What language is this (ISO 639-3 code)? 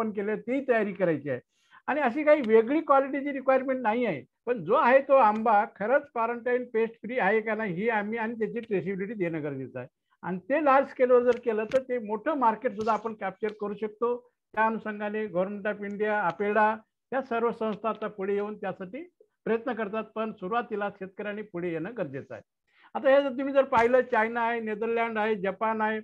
mar